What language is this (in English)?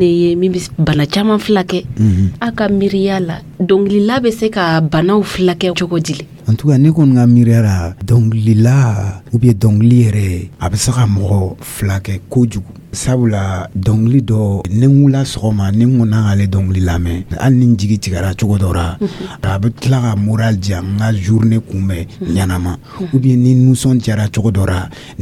Dyula